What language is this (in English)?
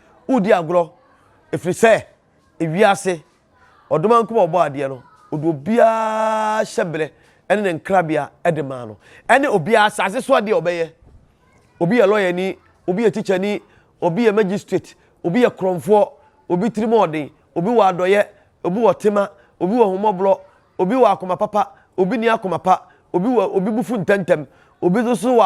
Akan